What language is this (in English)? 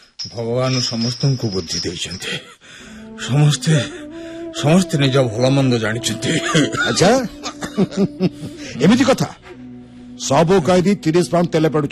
Odia